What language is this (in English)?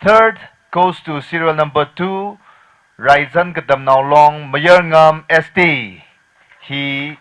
Tangkhul Naga (India)